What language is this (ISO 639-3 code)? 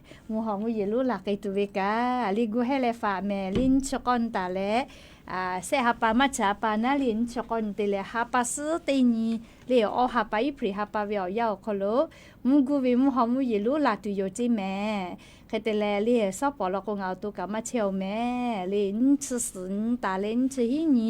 lhu